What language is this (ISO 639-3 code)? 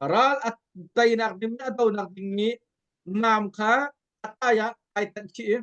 cnh